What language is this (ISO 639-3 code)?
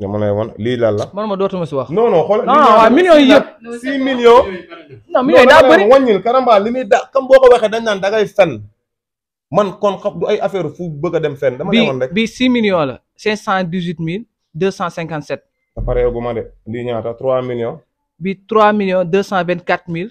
wol